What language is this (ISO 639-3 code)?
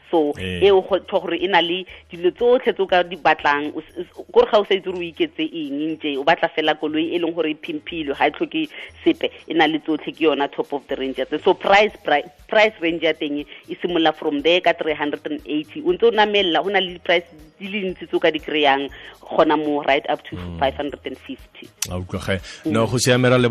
tsn